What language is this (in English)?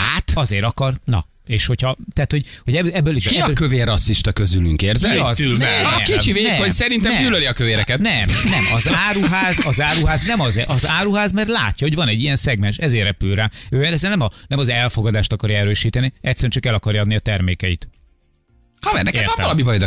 Hungarian